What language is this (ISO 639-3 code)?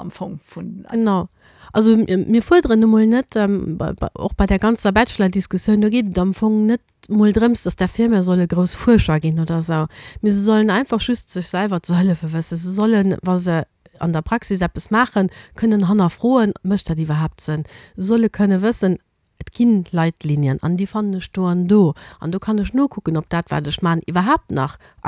ltz